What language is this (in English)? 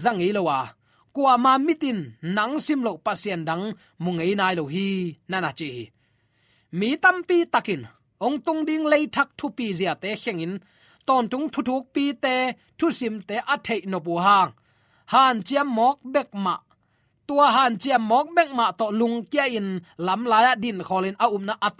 Tedim Chin